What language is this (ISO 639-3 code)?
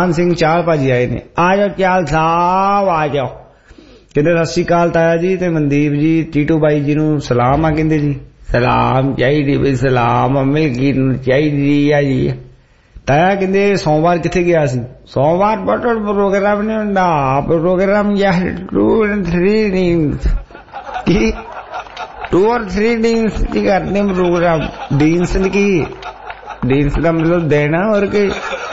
pan